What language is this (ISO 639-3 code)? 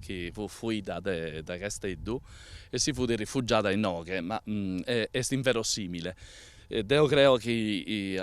srd